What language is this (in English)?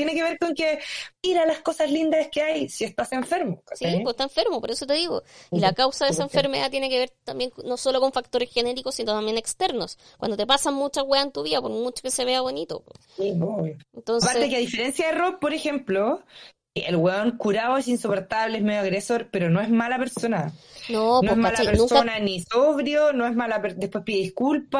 Spanish